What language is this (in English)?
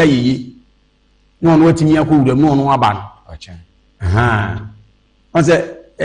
Akan